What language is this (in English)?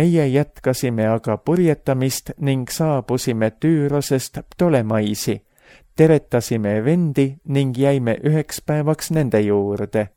Estonian